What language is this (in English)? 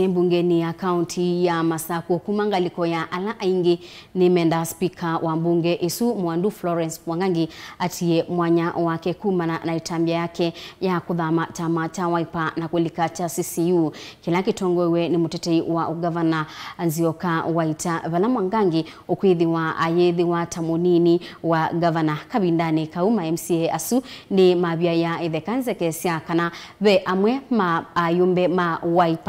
Kamba